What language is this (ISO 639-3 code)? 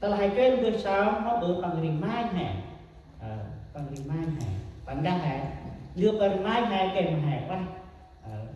cmo